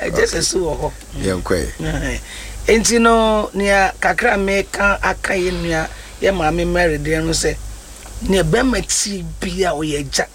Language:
Akan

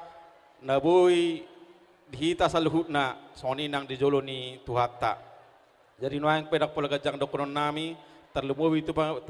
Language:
Batak Toba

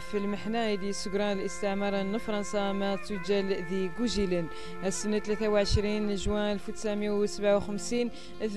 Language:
Kabyle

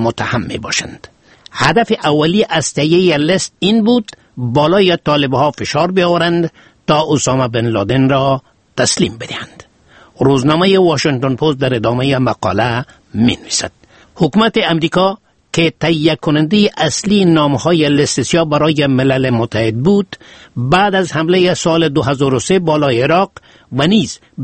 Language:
Persian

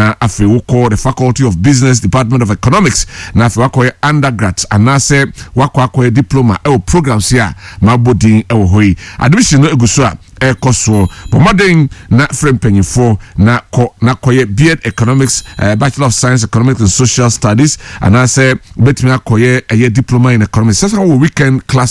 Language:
Akan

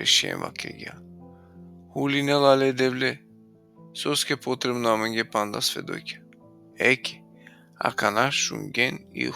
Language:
Balkan Romani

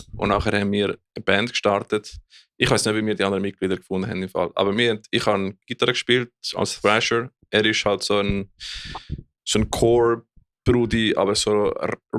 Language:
Swiss German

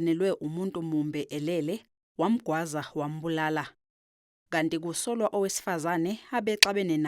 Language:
Zulu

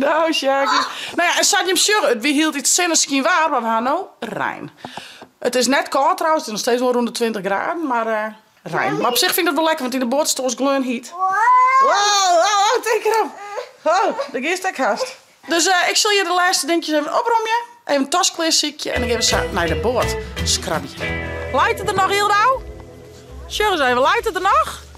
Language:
Western Frisian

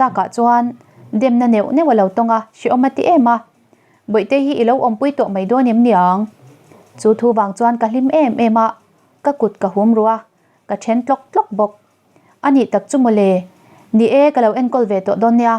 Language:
Mizo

